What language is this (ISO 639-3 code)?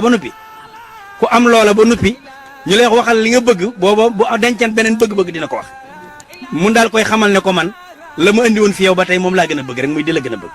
wol